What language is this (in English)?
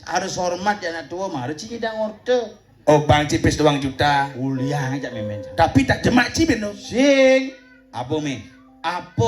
Balinese